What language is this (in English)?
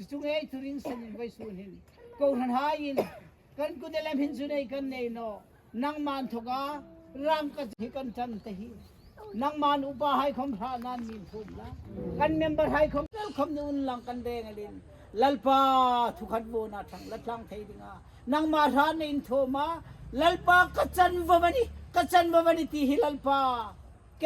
Hmar